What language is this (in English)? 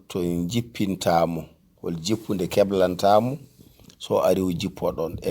Fula